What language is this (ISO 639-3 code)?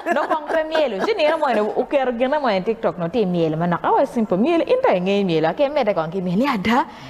ach